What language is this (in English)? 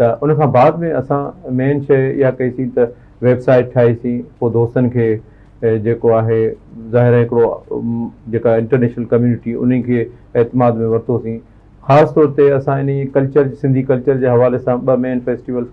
Sindhi